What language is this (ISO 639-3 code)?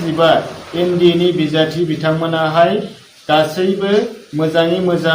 brx